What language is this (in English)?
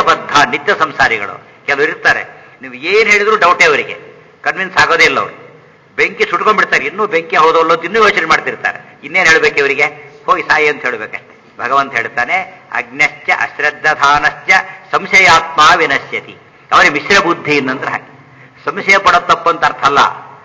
Kannada